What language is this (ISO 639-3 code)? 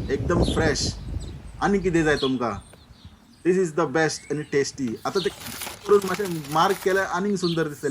kok